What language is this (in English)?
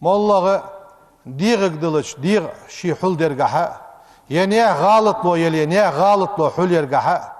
Ingush